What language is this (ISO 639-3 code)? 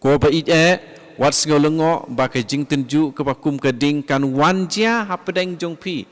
kha